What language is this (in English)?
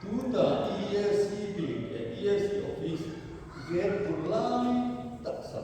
Hmar